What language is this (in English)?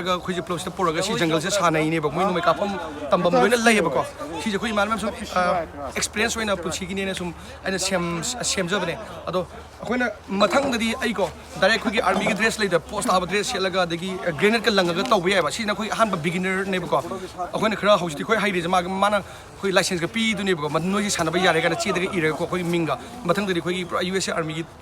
Manipuri